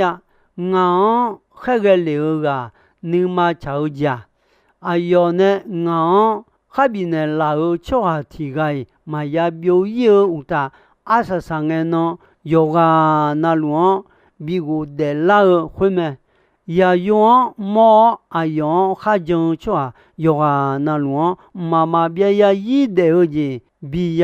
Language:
Akha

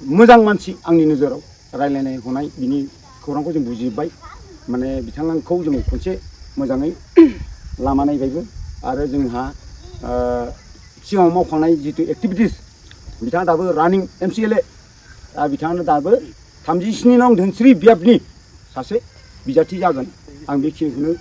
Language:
Bodo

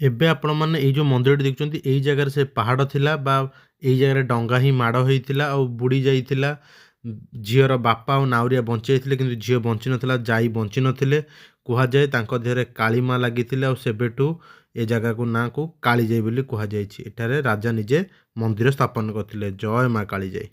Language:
Odia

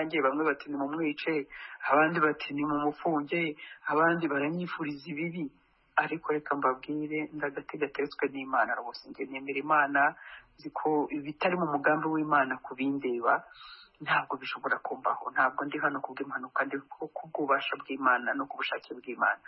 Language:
Kinyarwanda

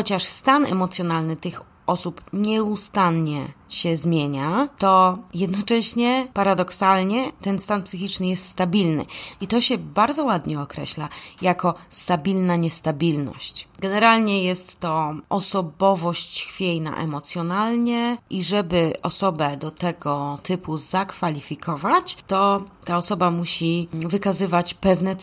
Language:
Polish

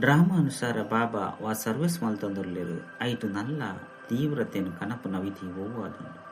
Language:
Tulu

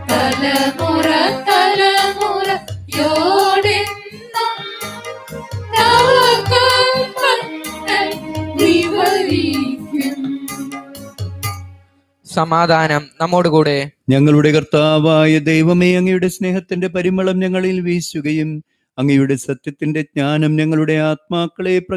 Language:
Malayalam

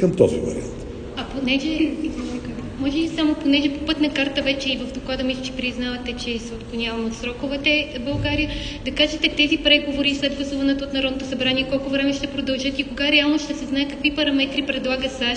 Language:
Bulgarian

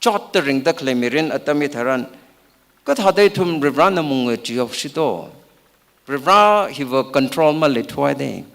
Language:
Tangkhul Naga (India)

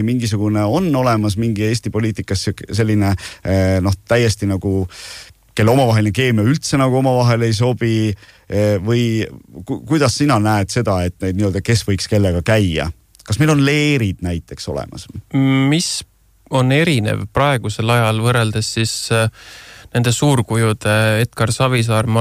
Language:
Estonian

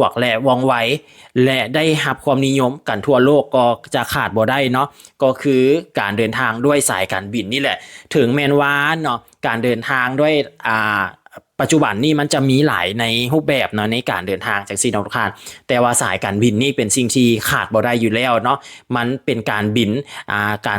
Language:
Lao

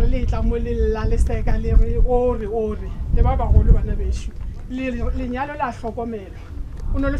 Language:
Northern Sotho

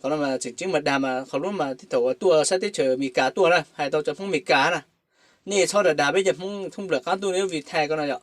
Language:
Hmong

